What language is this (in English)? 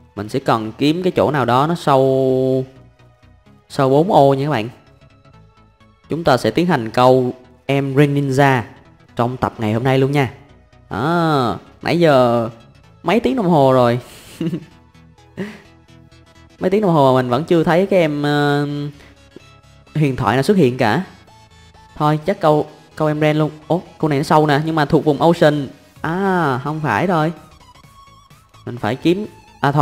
Vietnamese